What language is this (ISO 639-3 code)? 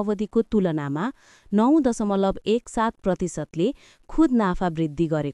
nep